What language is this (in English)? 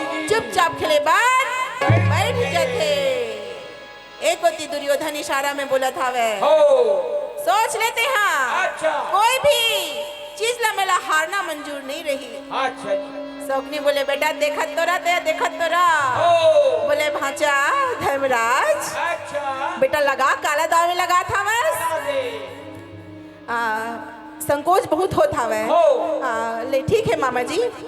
Chhattisgarhi